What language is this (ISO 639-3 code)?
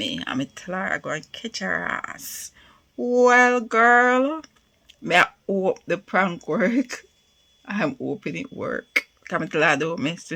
jam